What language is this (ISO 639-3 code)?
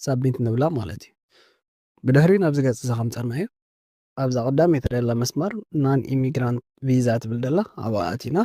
tir